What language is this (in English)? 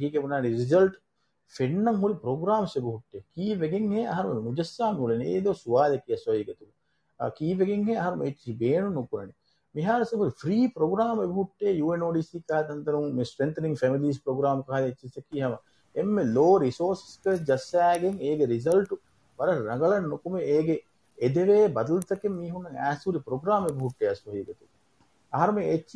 Divehi